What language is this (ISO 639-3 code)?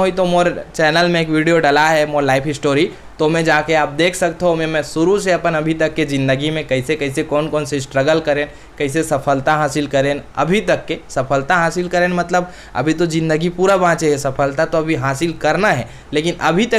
hne